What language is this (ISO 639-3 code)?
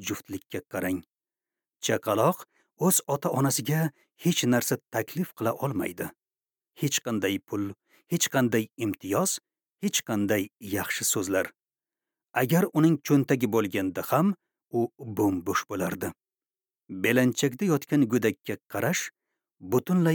uzb